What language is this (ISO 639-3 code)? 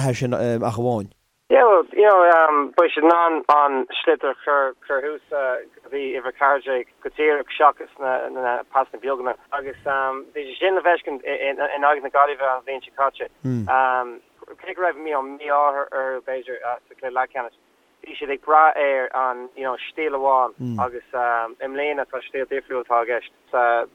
gle